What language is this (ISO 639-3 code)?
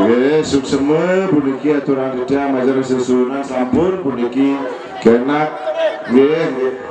ban